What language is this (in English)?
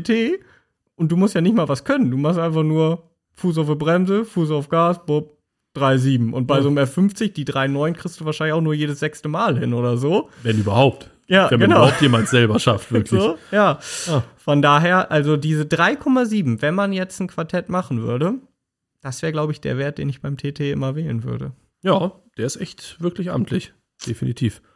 German